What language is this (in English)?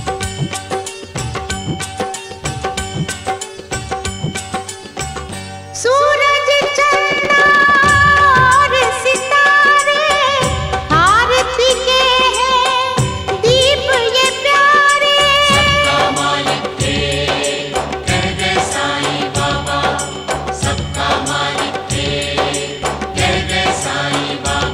Hindi